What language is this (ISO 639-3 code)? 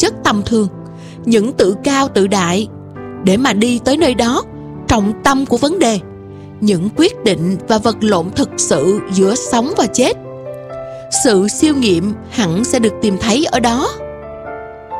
vie